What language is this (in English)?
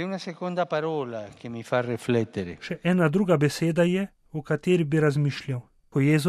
Slovenian